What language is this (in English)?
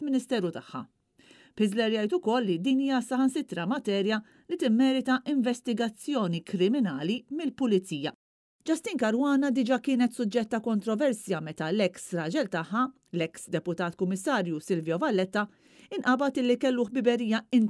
Maltese